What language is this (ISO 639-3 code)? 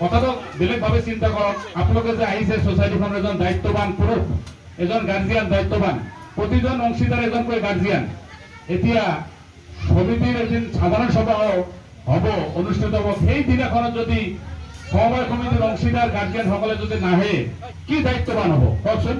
asm